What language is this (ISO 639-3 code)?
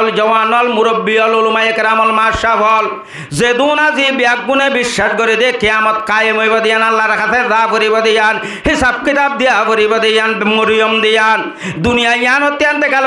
rhg